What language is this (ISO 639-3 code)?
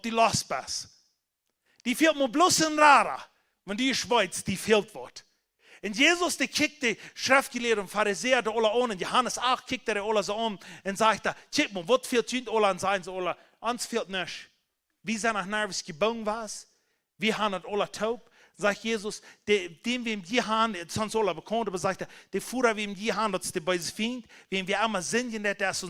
pdt